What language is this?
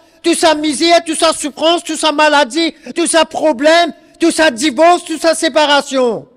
Morisyen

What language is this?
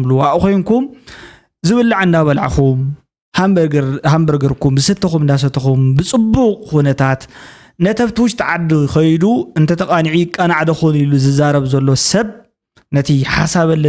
Tigrinya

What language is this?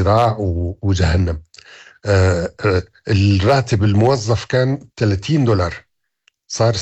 North Levantine Arabic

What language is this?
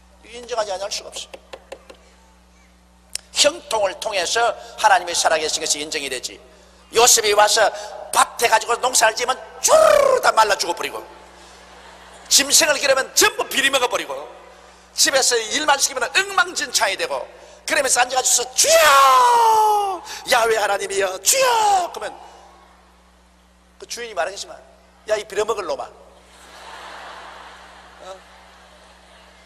Korean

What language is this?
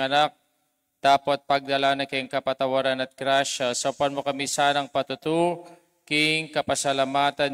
Pampanga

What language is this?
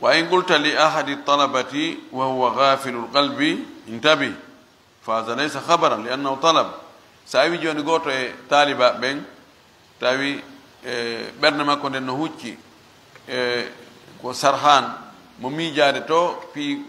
Fula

